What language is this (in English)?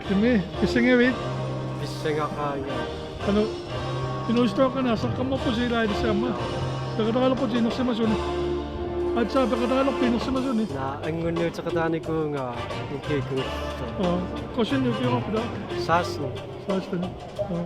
Kalaallisut